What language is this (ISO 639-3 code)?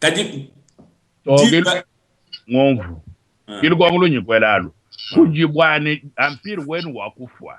lua